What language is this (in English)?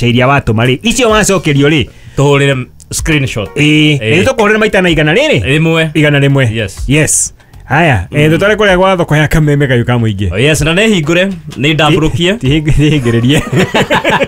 Kikuyu